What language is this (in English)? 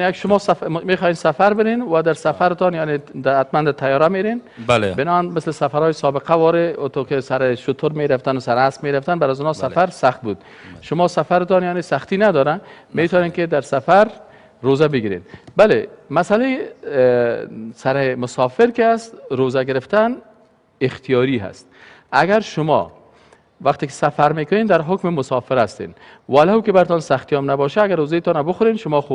Persian